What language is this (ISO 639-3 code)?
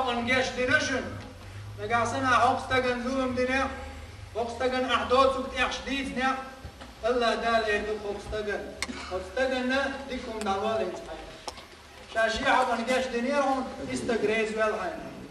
che